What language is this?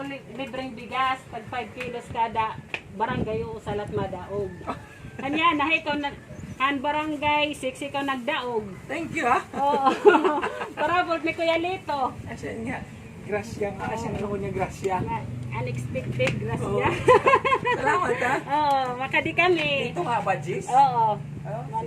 Waray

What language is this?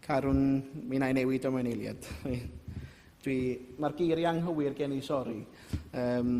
Welsh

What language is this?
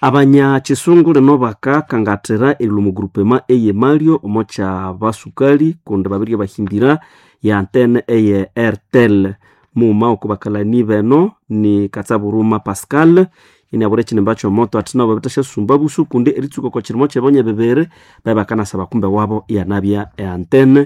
Nande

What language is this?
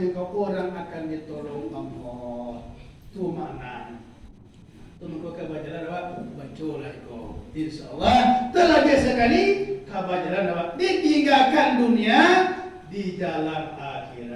Minangkabau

